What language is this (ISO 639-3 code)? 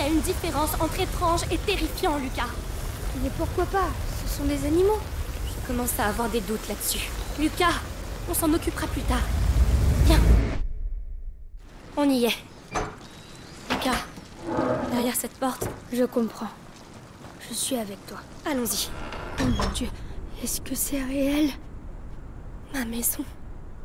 fra